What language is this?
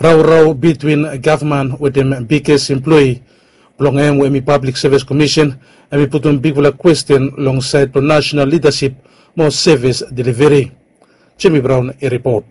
Bislama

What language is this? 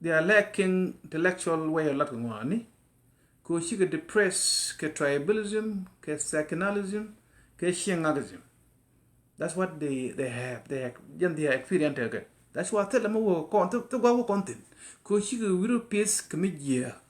Nuer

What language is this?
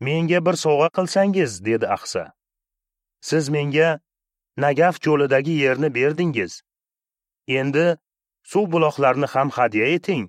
Uzbek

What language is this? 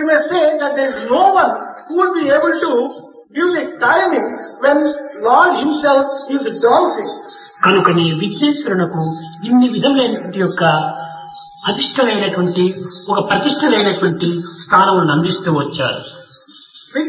Telugu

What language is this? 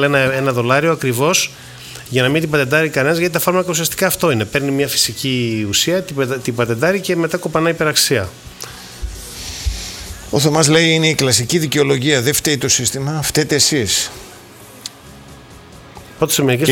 Greek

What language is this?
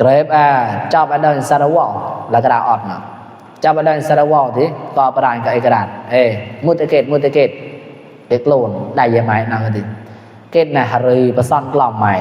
Mon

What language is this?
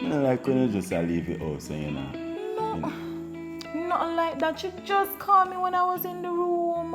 Jamaican Creole English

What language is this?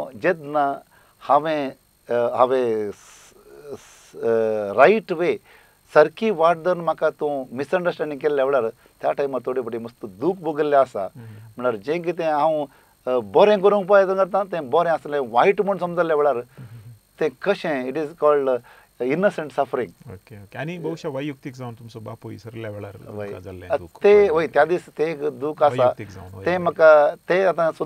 Konkani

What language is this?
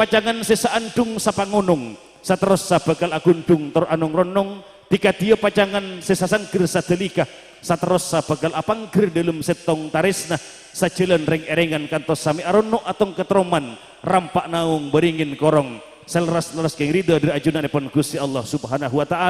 Madurese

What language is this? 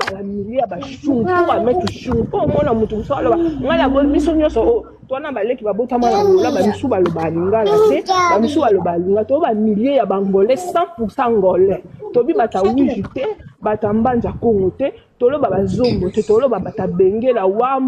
Lingala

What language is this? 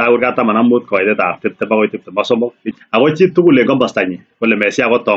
Kalenjin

